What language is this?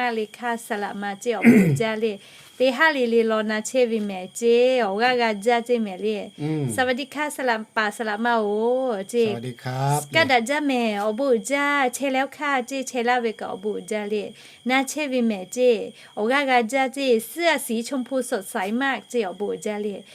Lahu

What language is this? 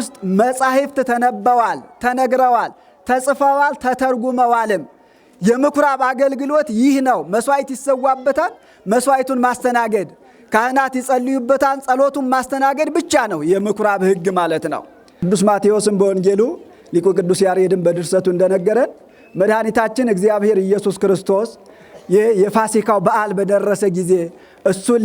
Amharic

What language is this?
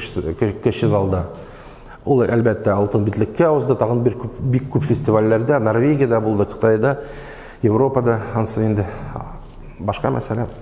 Tatar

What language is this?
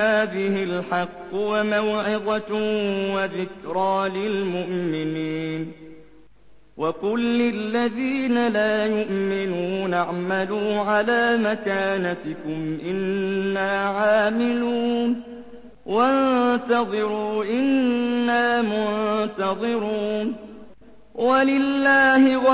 Arabic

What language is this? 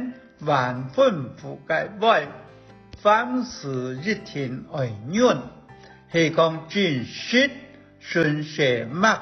Hakka Chinese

